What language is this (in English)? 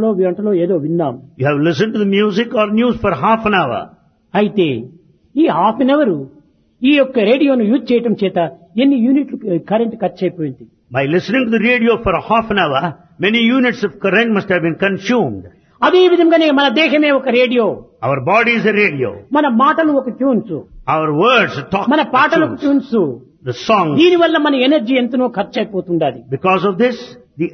Telugu